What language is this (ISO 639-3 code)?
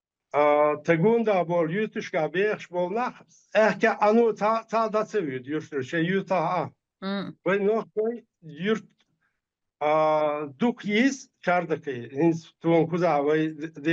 che